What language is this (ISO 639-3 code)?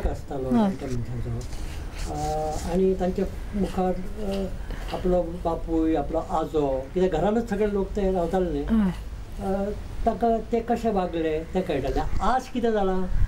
kok